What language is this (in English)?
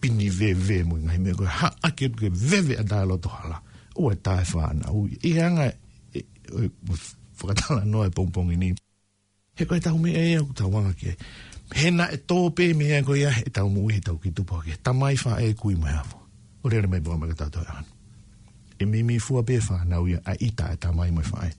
Tongan